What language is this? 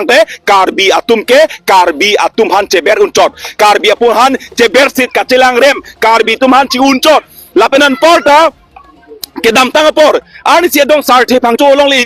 Karbi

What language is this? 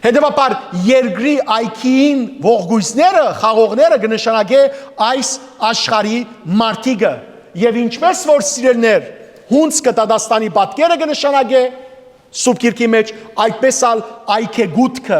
Western Armenian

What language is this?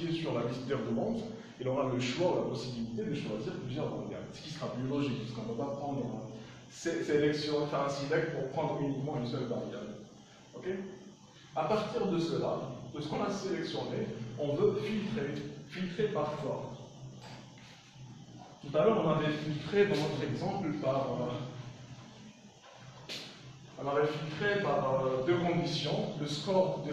French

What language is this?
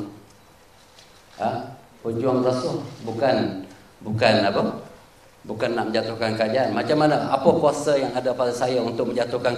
Malay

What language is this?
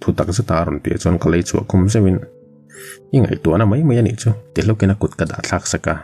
Mizo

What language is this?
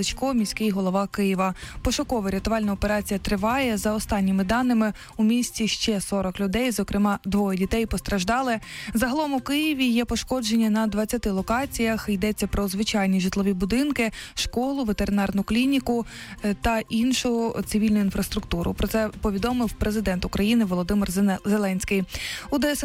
Ukrainian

